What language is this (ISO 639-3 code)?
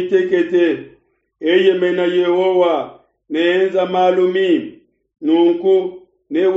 lua